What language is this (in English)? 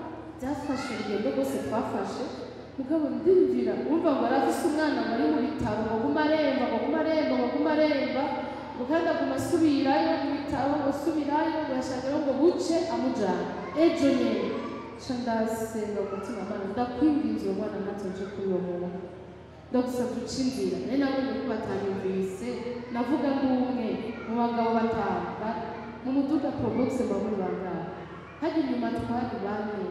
Rundi